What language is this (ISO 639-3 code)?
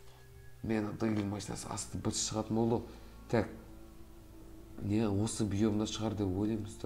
kaz